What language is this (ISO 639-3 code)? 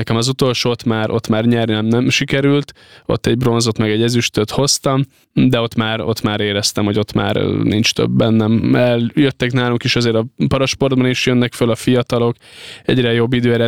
hun